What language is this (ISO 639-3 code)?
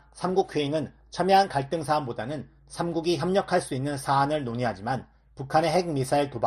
kor